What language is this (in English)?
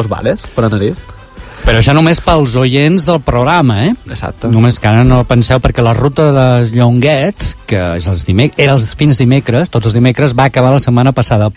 Catalan